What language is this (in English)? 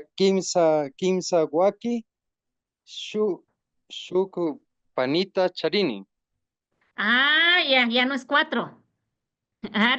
Imbabura Highland Quichua